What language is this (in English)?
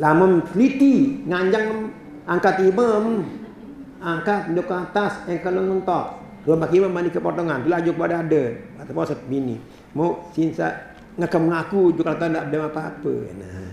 Sasak